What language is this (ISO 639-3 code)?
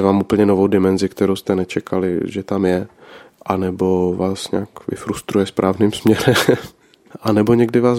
ces